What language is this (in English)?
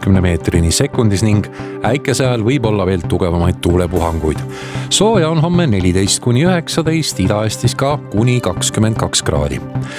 Estonian